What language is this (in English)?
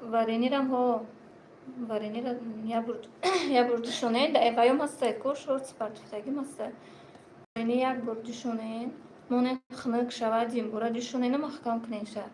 Tajik